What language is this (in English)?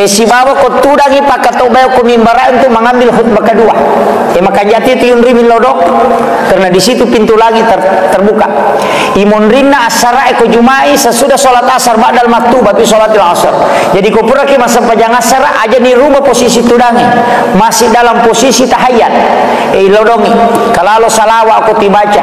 Buginese